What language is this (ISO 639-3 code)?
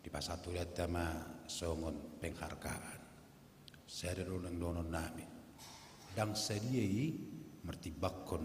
bbc